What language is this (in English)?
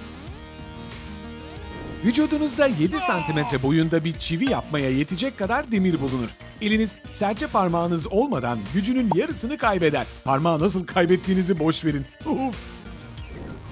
Turkish